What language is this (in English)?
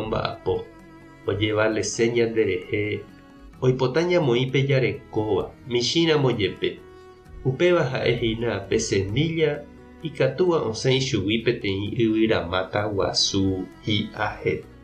Guarani